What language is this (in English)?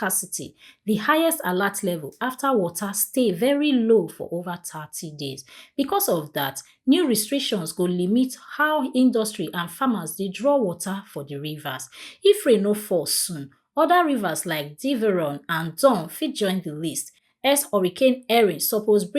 Nigerian Pidgin